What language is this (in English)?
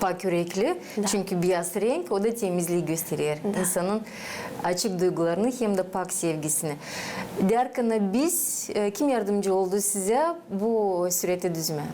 Gagauz